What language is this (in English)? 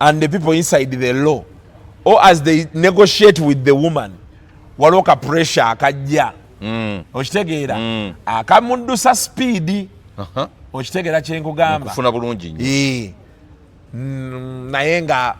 Ganda